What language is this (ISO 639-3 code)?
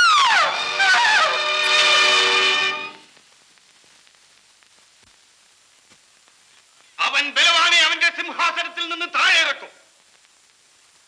mal